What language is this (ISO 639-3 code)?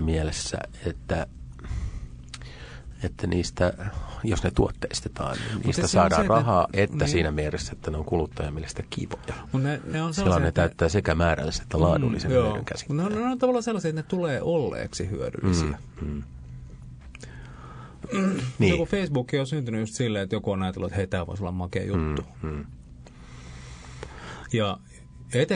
fin